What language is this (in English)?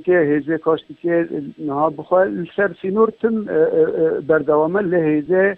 Kurdish